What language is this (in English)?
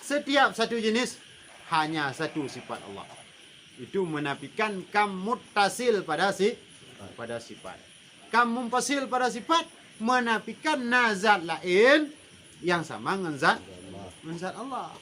Achinese